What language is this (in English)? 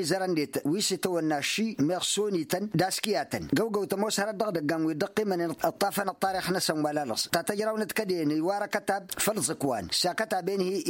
Tamasheq